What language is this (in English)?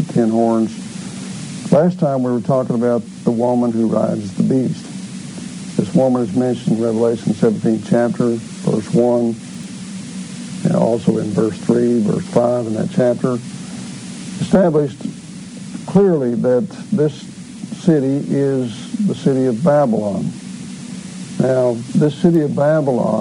English